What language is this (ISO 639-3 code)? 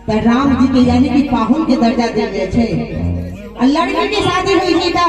mai